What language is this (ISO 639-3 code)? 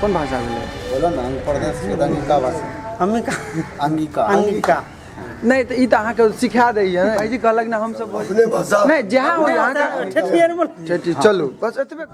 mai